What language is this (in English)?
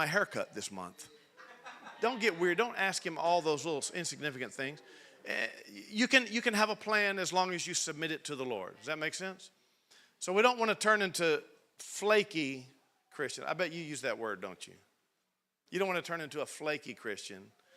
English